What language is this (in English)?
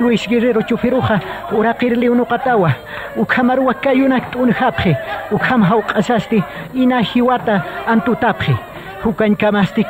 Aymara